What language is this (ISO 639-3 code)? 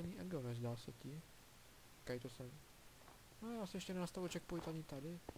ces